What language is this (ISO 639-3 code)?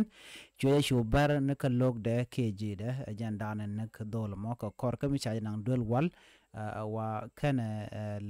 nus